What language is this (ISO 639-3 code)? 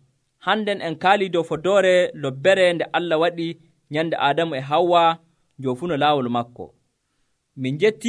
fuv